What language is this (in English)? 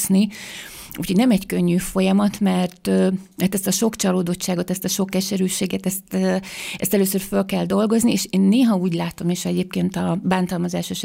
Hungarian